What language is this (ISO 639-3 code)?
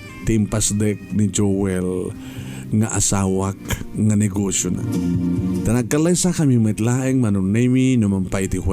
ilo